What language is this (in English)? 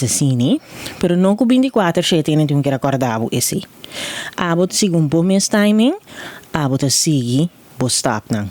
Papiamento